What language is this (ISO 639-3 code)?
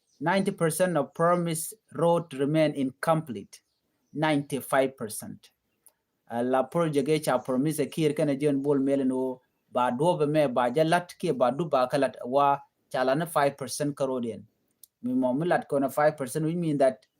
nus